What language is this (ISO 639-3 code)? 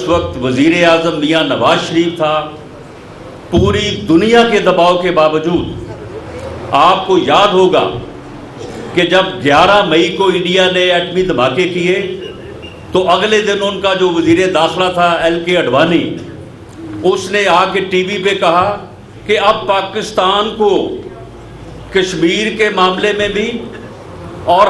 urd